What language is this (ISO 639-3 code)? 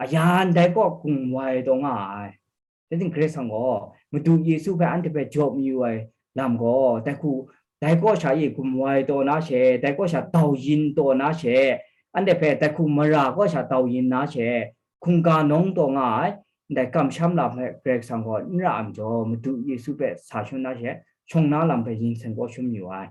kac